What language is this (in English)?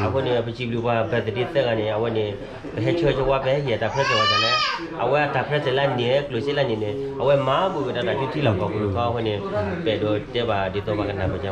S'gaw Karen